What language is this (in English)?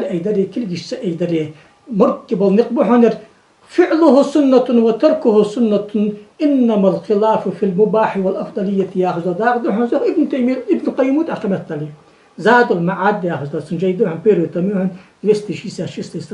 Ingush